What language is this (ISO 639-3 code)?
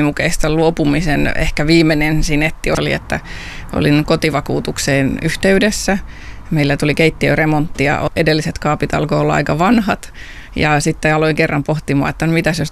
fin